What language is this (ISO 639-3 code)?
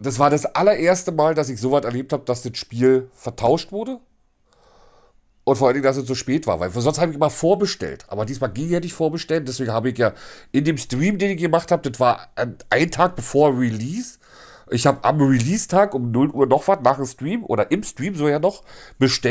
deu